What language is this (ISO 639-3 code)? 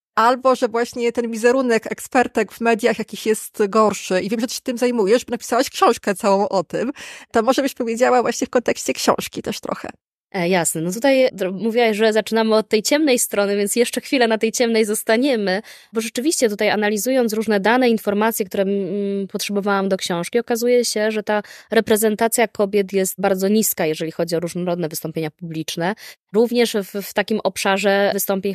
pol